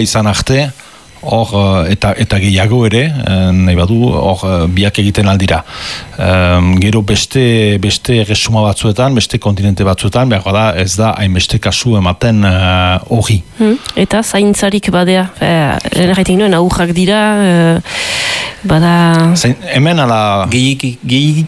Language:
Basque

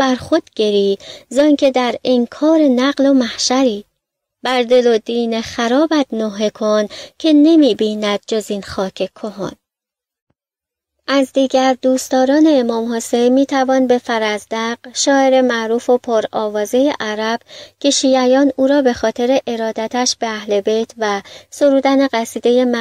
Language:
Persian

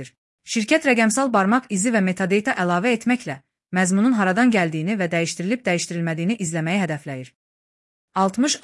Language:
Azerbaijani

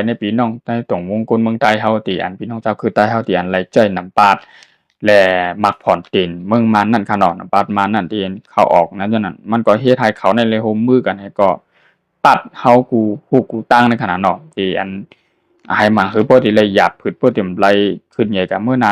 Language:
Shan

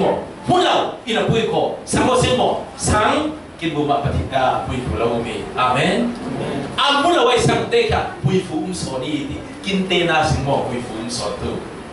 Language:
Falam Chin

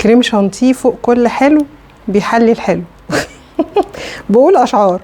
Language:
Egyptian Arabic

